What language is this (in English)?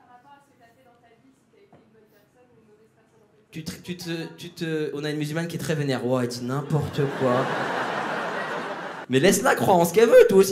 French